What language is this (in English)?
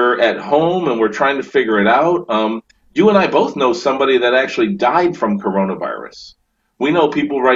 English